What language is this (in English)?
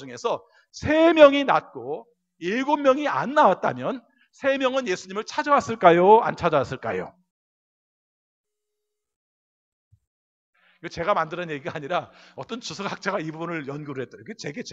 Korean